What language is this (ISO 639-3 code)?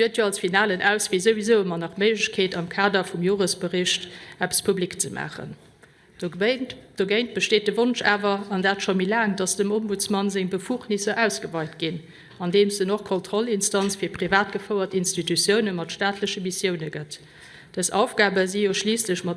ltz